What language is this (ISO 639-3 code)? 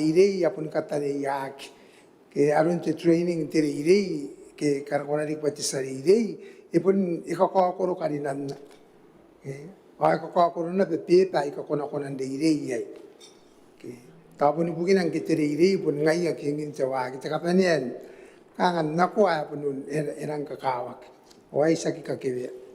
gil